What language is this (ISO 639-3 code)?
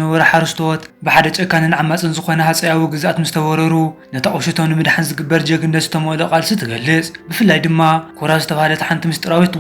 tir